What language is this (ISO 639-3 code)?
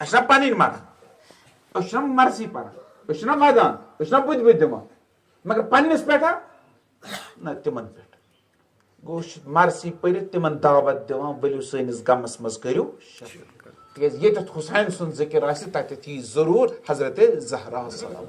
kas